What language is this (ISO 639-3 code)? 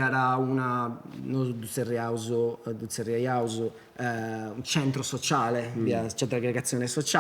srd